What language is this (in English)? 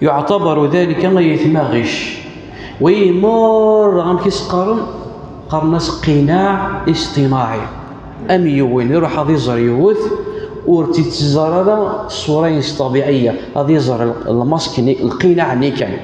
Kabyle